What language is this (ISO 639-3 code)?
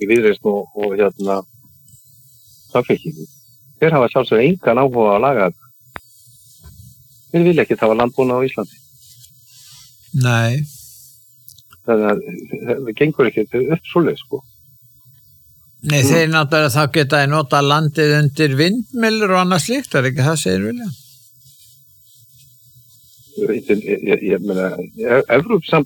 isl